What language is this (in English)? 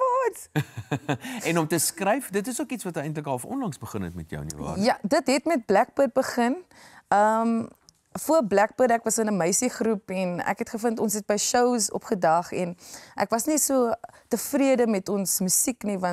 Afrikaans